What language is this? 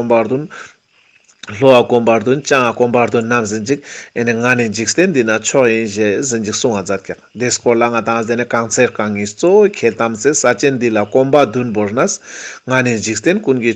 Ladakhi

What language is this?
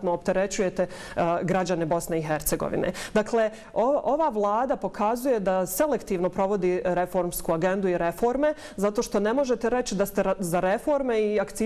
Bosnian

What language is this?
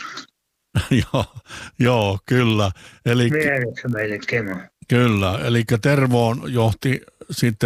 Finnish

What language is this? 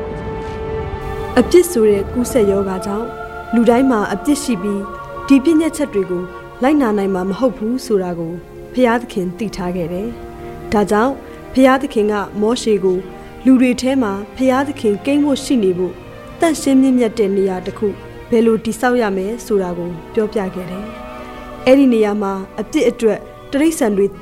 Burmese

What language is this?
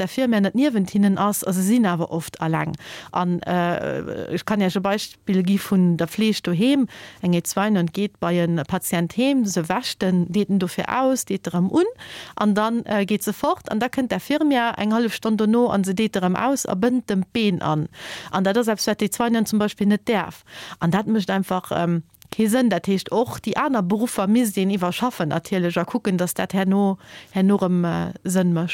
Luxembourgish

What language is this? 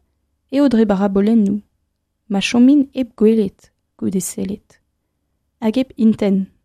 Breton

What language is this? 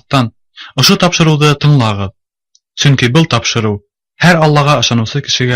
Bashkir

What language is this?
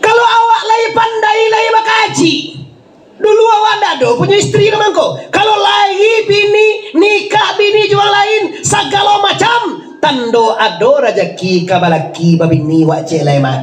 Minangkabau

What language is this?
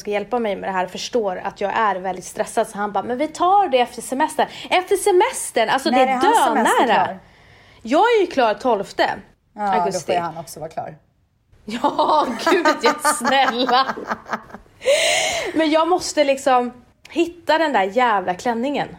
Swedish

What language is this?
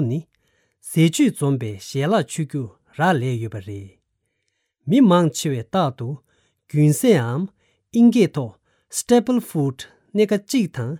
Tibetan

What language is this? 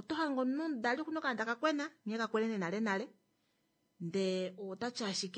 Kuanyama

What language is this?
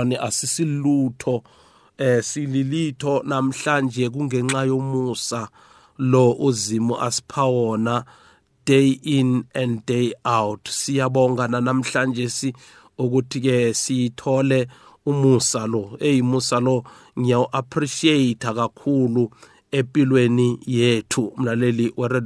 South Ndebele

